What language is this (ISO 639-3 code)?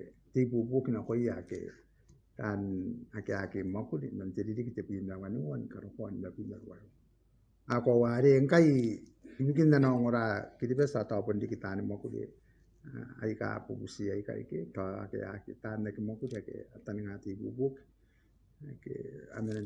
gil